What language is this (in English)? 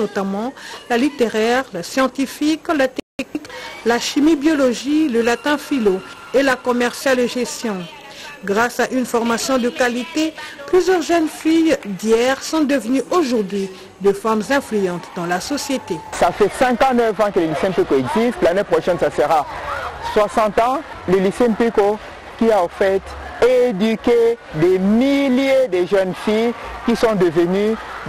French